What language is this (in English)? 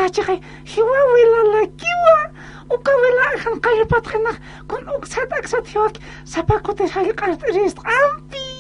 Aymara